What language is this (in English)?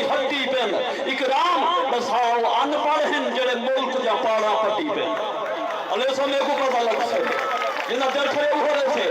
Saraiki